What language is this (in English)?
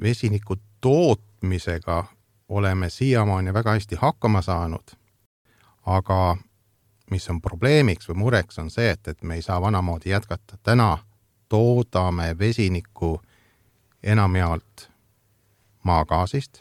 Estonian